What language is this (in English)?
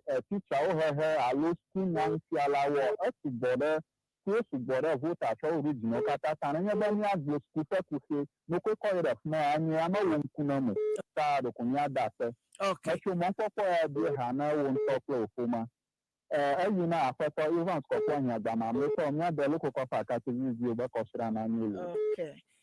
Ewe